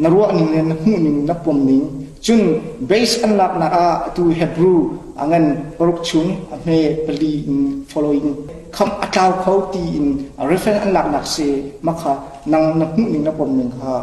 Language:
Hakha Chin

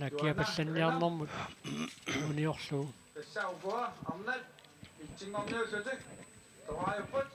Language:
Kalaallisut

